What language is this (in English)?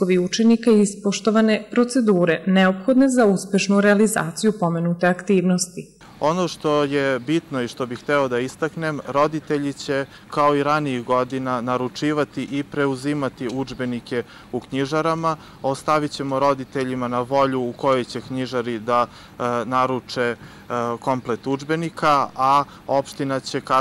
Serbian